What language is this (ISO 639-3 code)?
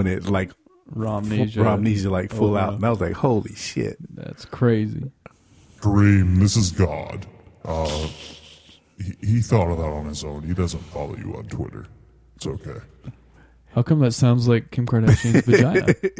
eng